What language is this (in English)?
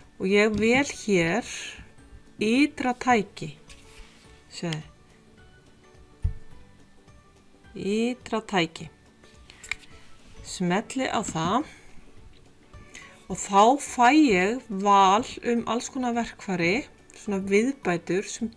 Icelandic